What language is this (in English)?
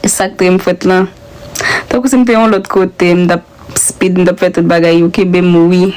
Haitian Creole